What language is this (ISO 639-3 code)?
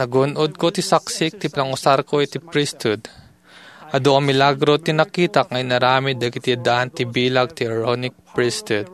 ilo